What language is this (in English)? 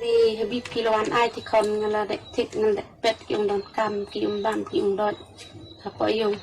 Khasi